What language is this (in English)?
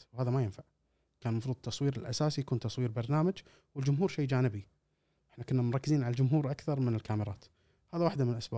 Gulf Arabic